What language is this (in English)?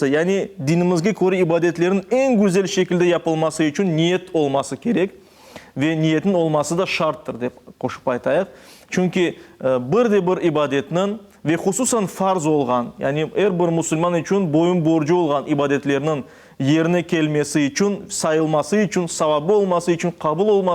Crimean Tatar